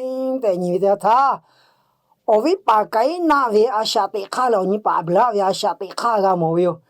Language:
Lahu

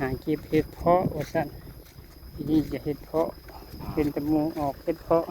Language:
Lao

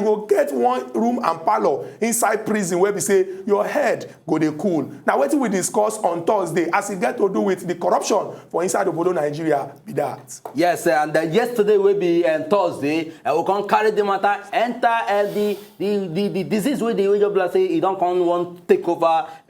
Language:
Nigerian Pidgin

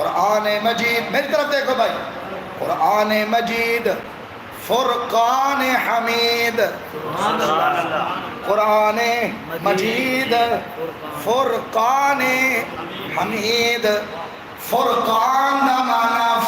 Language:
Saraiki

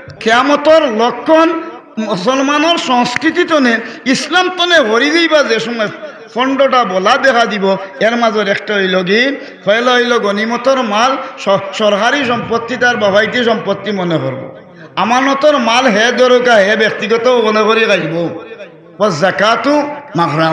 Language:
Sylheti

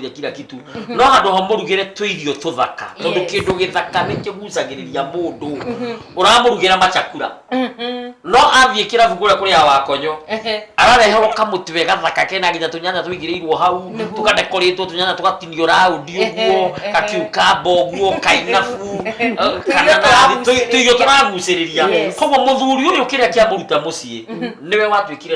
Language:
Kikuyu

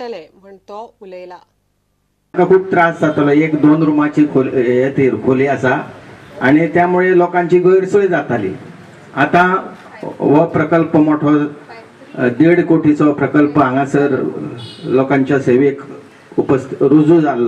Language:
Konkani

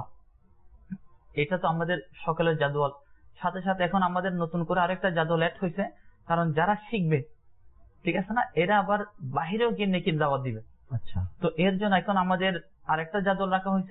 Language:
Bangla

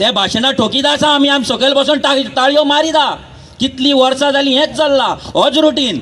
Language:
Konkani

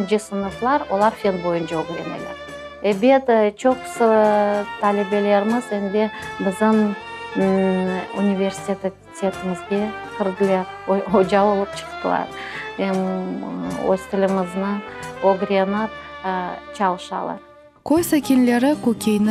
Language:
Crimean Tatar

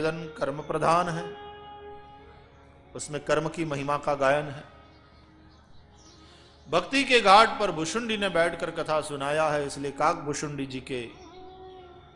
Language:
Hindi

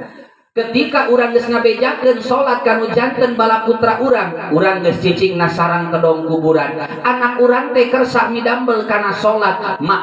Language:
Sundanese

